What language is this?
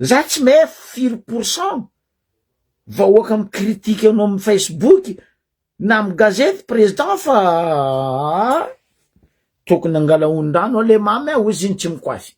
Malagasy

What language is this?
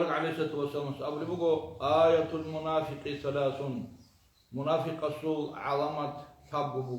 Avaric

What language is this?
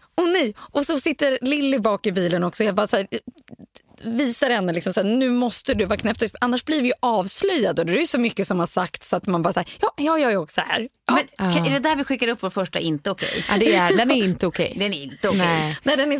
Swedish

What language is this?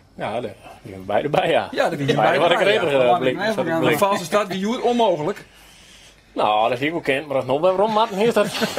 Western Frisian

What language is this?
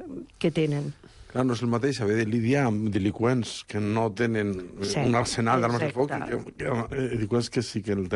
Catalan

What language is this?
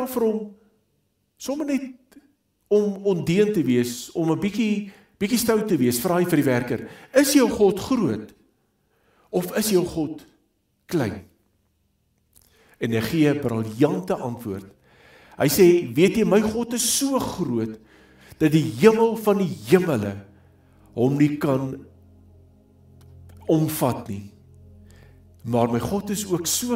Afrikaans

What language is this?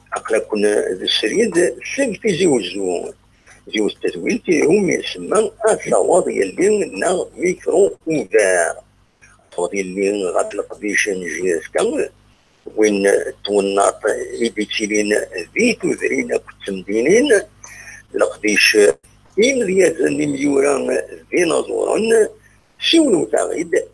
Kabyle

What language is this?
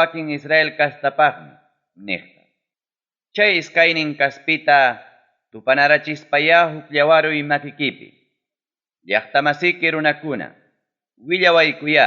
Ayacucho Quechua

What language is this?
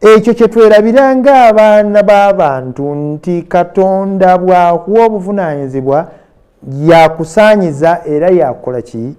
Ganda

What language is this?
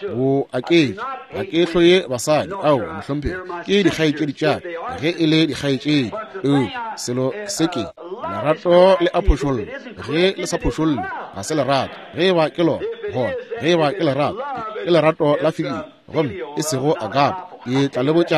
Northern Sotho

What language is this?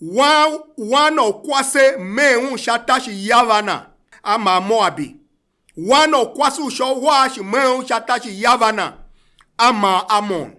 Tiv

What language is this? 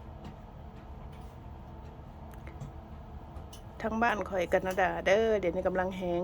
Lao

